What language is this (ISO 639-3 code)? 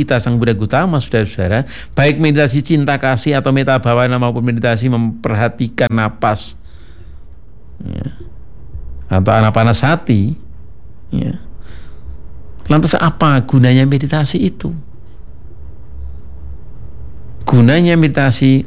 ind